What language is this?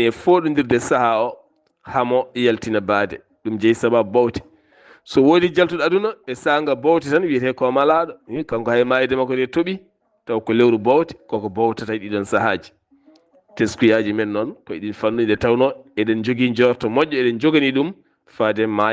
Fula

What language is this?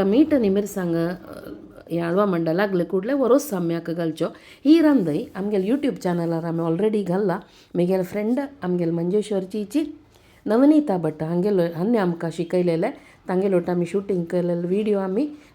Konkani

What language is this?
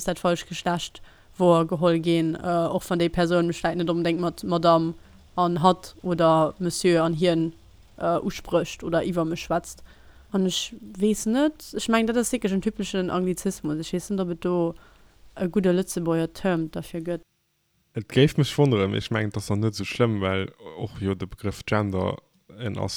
Luxembourgish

